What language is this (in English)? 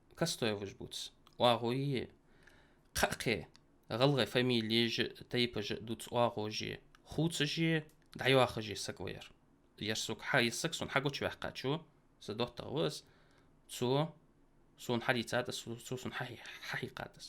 Ingush